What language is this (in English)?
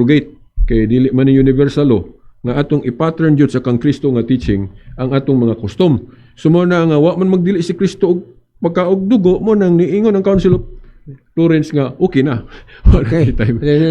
Cebuano